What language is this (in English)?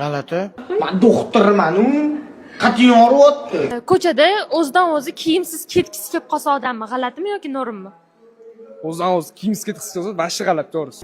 Uzbek